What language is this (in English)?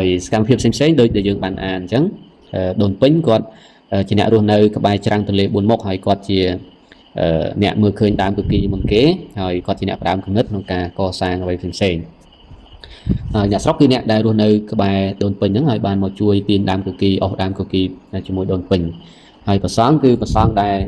Khmer